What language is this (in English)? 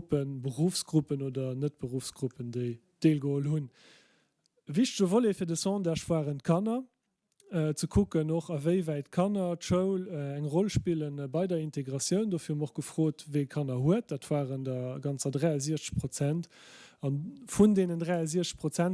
Luxembourgish